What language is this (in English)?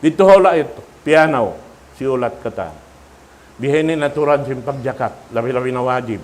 Tausug